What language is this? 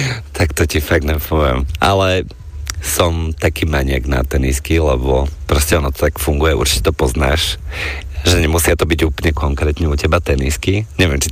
Slovak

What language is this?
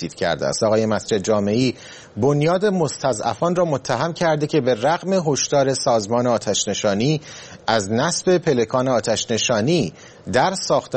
Persian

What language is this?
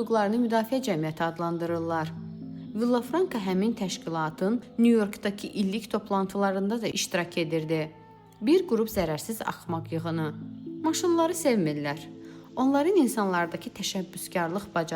Azerbaijani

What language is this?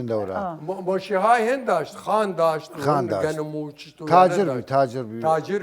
Southern Kurdish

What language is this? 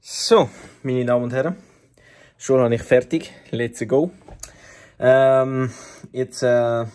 Swiss German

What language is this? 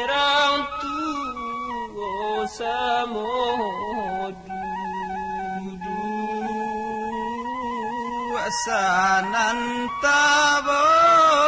Minangkabau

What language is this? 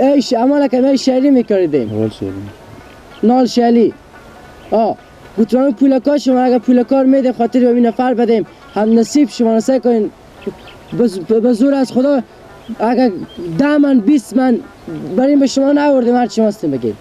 Persian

